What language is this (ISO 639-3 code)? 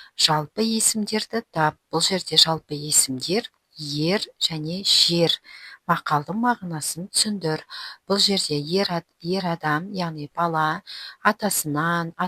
kaz